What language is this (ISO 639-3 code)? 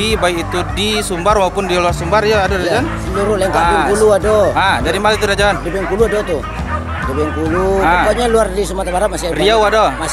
min